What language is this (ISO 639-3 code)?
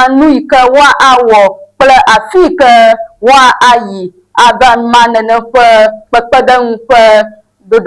ewe